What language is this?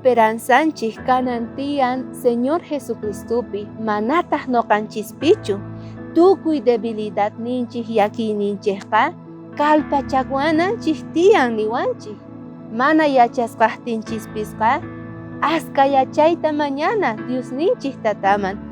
South Bolivian Quechua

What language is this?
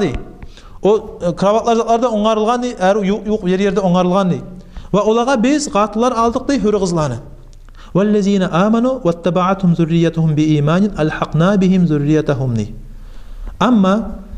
Kumyk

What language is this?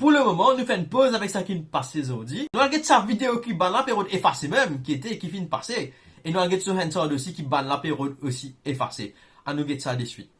Morisyen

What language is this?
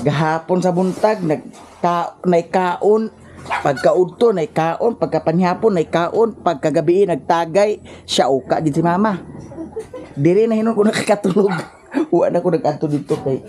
Cebuano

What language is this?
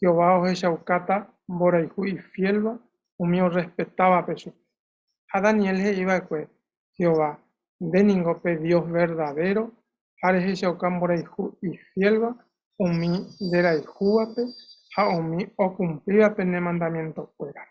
Guarani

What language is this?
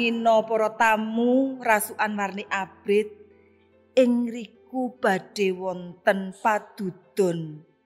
Javanese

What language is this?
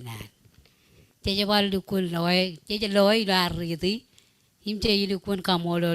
Marshallese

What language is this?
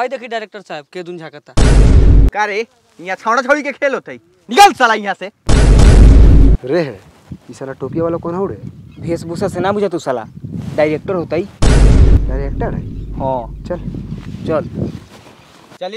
Bhojpuri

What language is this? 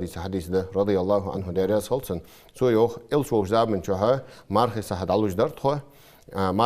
Ingush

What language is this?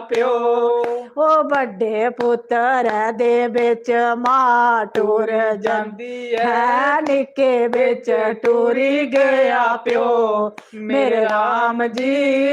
Dogri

